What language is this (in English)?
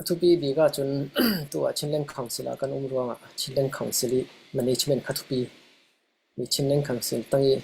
Falam Chin